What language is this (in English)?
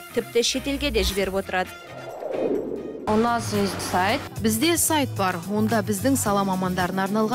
Kazakh